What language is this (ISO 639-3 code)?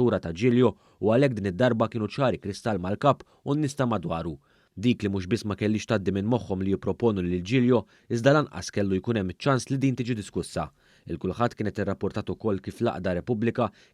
mlt